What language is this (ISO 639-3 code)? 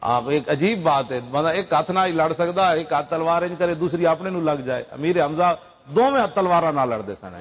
lah